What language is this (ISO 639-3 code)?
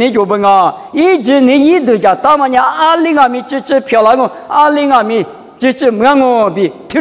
lis